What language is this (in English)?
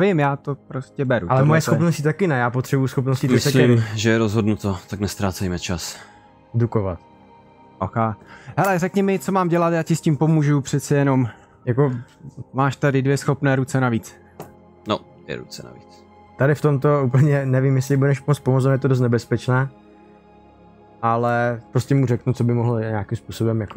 Czech